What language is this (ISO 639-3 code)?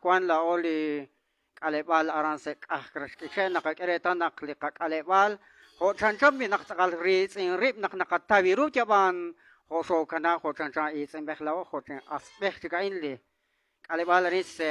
kek